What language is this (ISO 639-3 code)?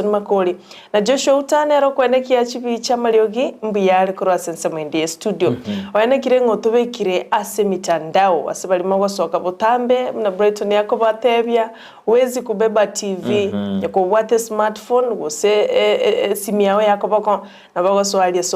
guz